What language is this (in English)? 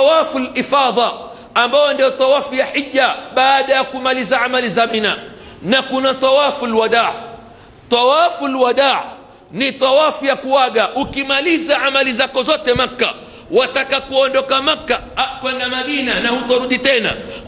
Swahili